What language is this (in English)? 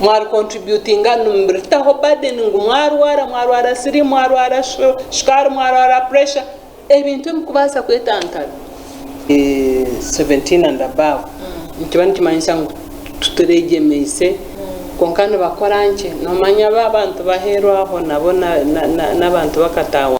Nyankole